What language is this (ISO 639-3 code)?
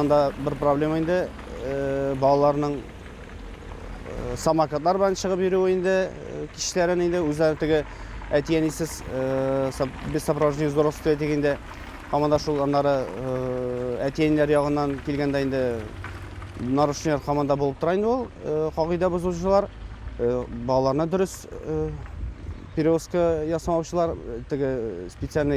tat